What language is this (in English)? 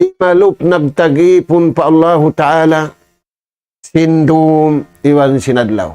Tausug